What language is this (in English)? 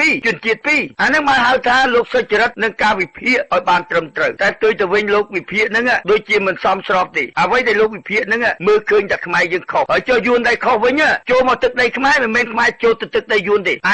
Khmer